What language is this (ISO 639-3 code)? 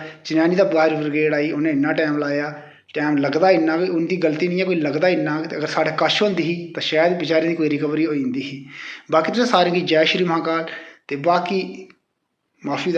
doi